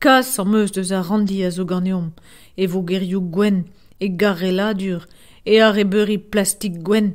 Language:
Breton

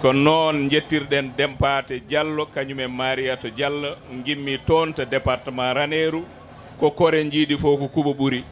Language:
Fula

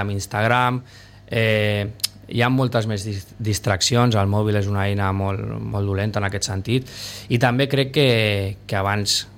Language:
Catalan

